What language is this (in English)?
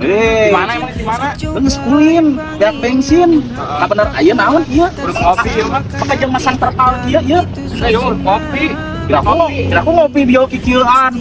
Sundanese